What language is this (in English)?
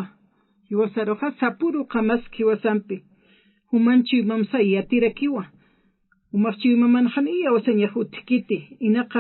Aymara